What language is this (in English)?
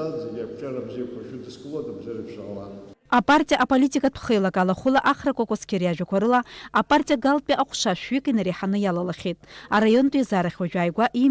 Abkhazian